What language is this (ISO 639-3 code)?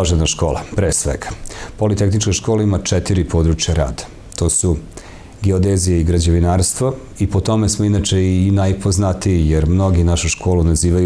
srp